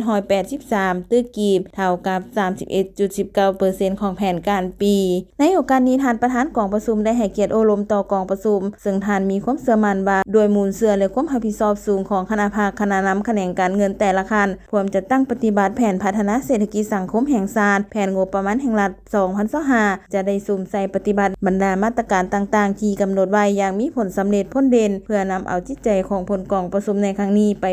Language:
Lao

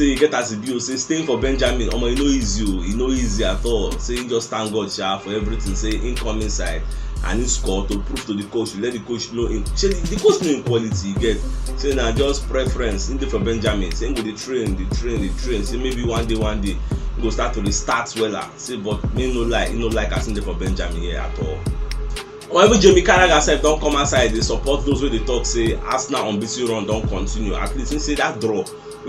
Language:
Nigerian Pidgin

